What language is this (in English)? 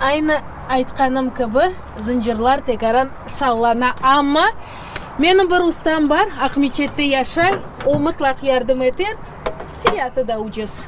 Crimean Tatar